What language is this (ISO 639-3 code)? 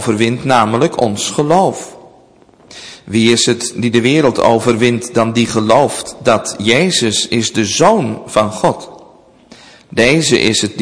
nld